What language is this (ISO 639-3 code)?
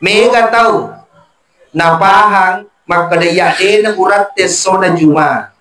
bug